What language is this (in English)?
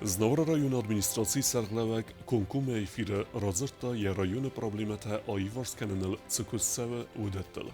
Ossetic